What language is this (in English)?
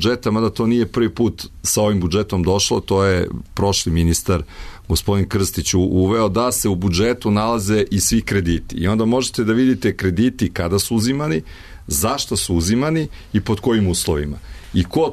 Serbian